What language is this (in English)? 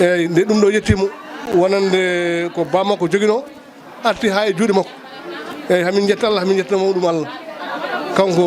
Fula